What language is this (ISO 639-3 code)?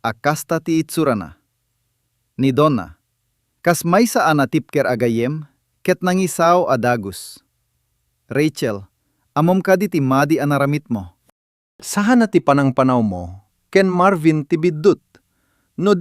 ilo